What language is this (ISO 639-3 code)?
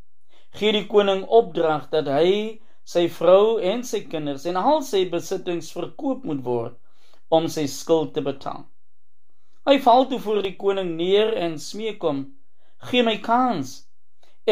afr